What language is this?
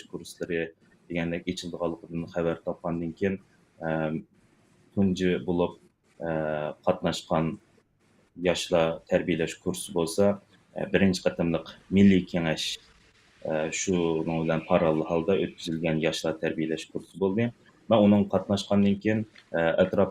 Uyghur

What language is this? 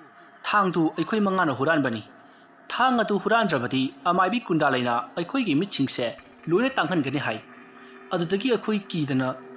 Manipuri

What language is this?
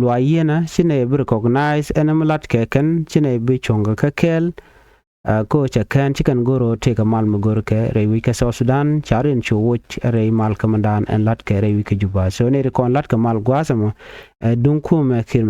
Nuer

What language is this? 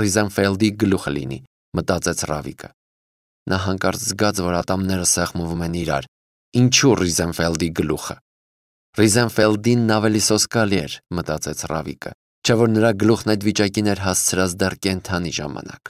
Armenian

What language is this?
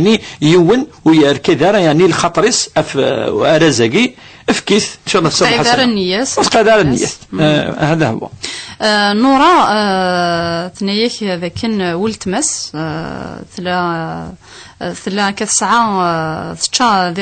Kabyle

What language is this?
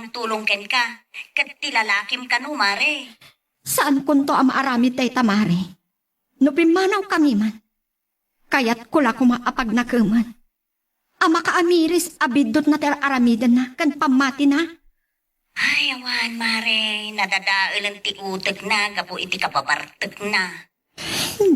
Iloko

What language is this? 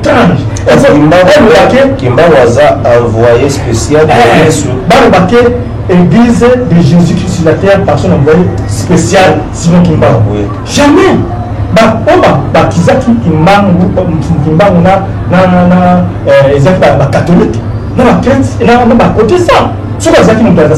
Lingala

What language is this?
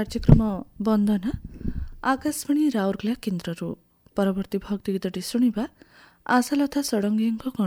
Odia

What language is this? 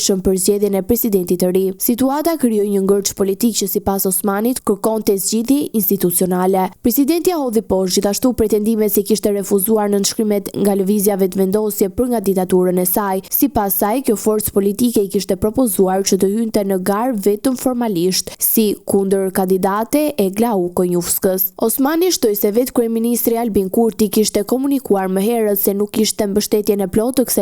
Albanian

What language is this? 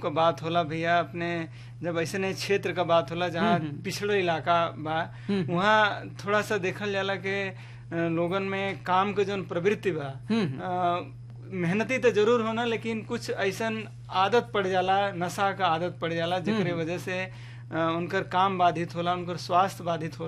Bhojpuri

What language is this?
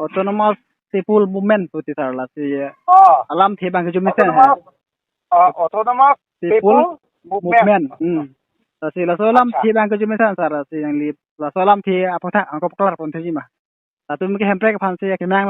Karbi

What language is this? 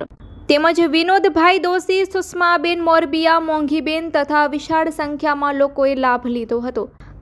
Gujarati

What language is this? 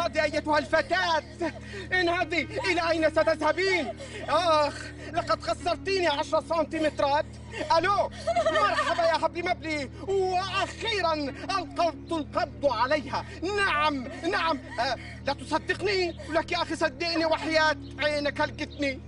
North Levantine Arabic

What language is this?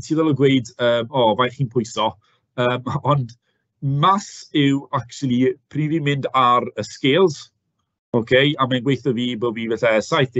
Welsh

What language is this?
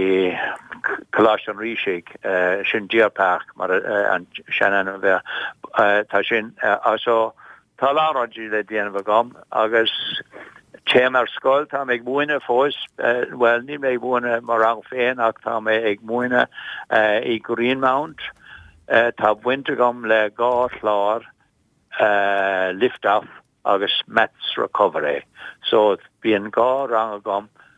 Irish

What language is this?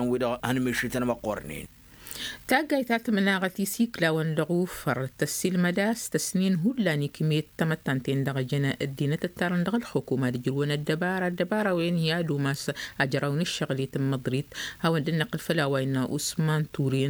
Tamasheq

